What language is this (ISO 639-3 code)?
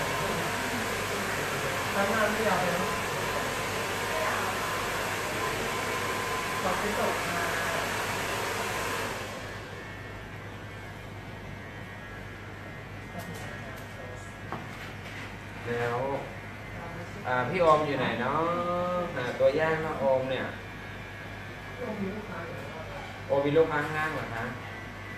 tha